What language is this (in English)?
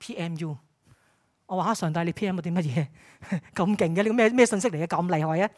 Cantonese